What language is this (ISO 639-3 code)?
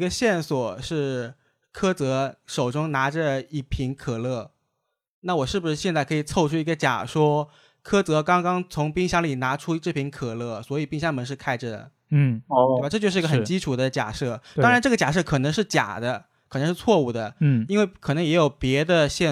zho